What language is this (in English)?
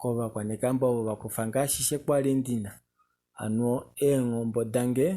Kuanyama